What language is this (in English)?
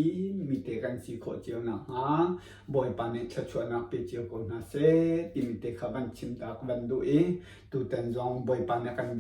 Hakha Chin